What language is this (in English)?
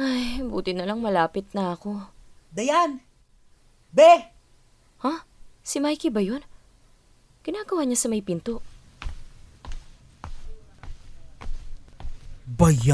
Filipino